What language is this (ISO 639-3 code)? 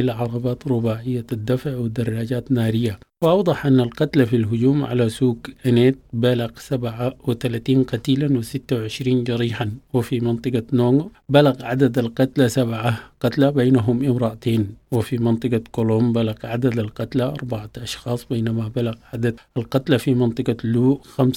apd